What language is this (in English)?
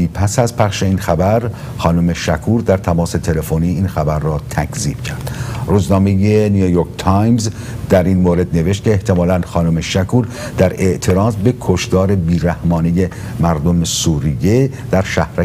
Persian